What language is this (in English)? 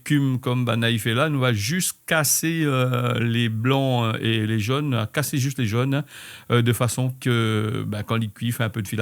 Réunion Creole French